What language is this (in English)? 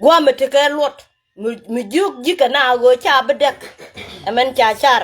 Nuer